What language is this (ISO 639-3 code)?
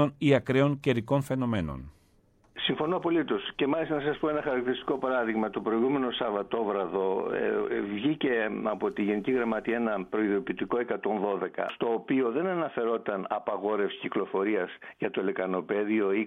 ell